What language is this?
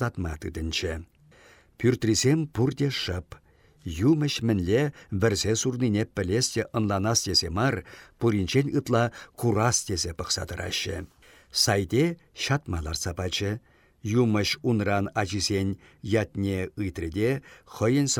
Chuvash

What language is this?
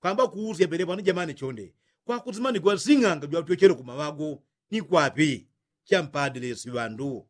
Yao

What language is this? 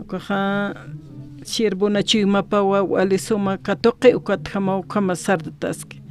Aymara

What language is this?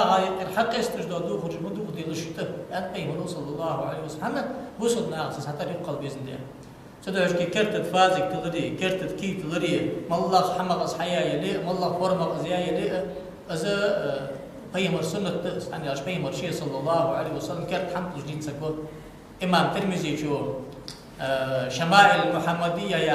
Ingush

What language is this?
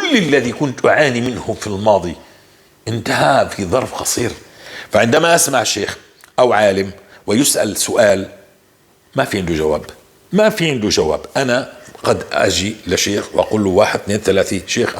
North Levantine Arabic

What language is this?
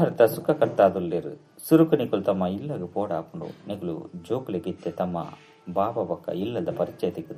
Tulu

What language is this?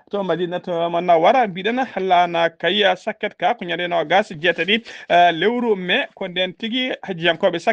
Fula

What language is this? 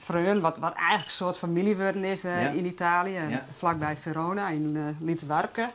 Western Frisian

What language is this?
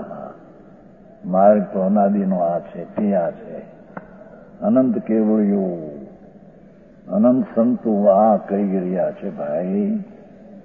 Gujarati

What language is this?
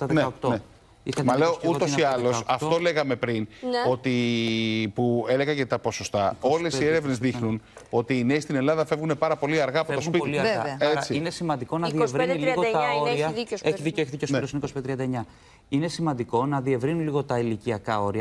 Greek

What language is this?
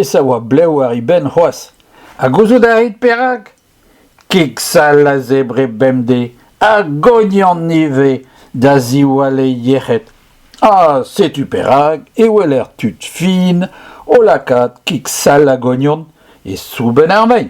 Breton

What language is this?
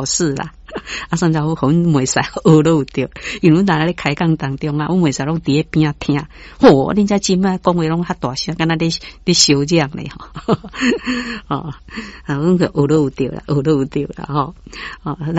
Min Nan Chinese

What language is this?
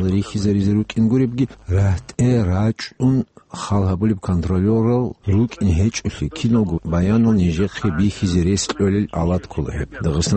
Avaric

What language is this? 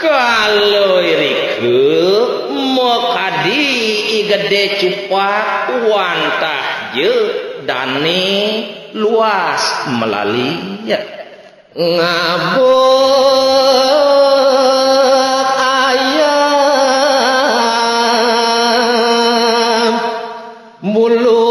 Balinese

